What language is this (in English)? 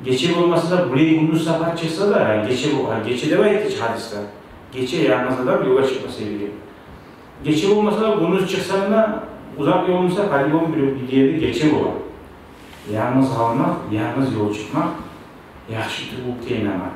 Kumyk